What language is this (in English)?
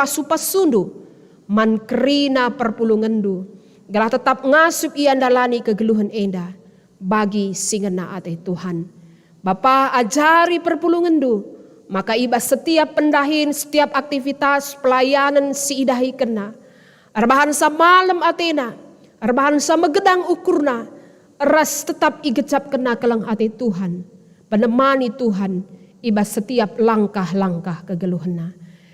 Batak Karo